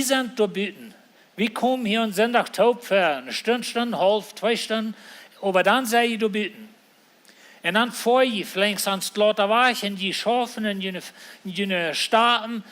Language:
Plautdietsch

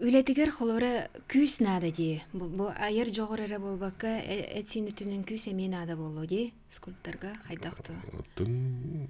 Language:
Yakut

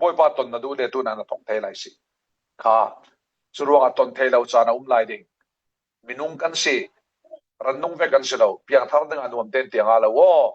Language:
Falam Chin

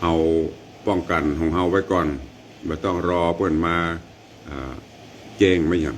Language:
Northern Thai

